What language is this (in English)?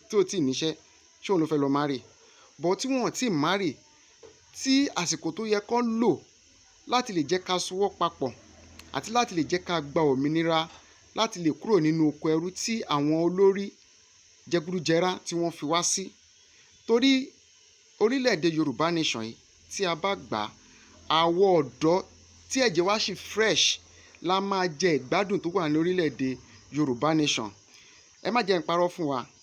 Yoruba